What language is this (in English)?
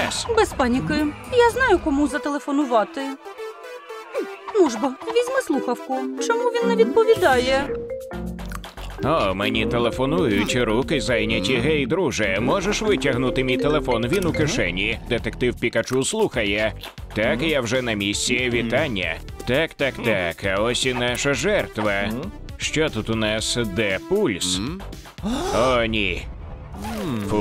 Ukrainian